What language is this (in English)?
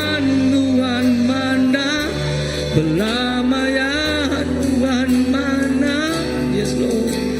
Iban